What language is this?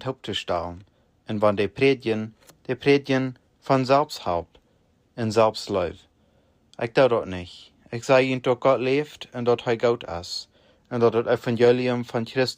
Plautdietsch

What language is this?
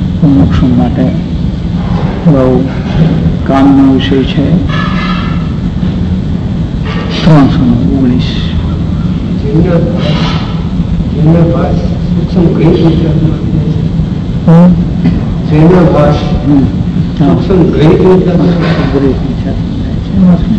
Gujarati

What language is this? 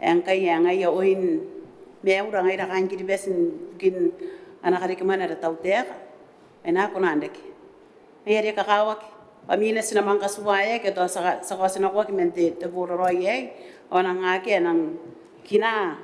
Gilbertese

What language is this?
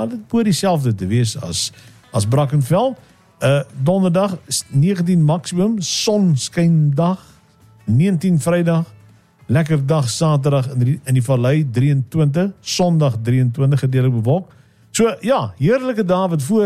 Afrikaans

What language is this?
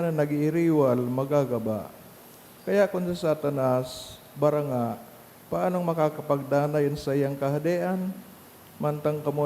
Bikol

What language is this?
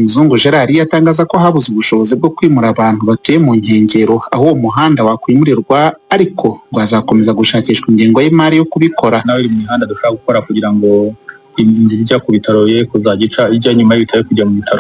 Kinyarwanda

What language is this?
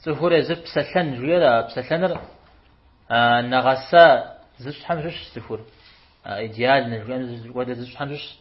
Kabardian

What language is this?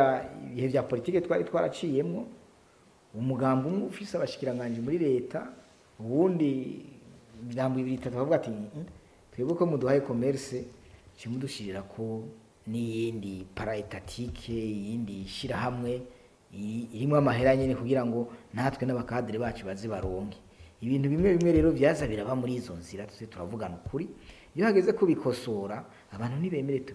Rundi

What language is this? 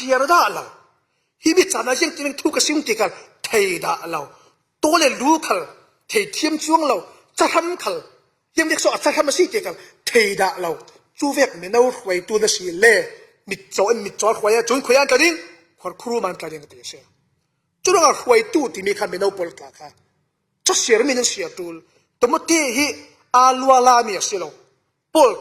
Falam Chin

